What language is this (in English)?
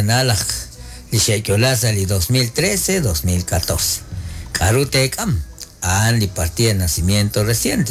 Kekchí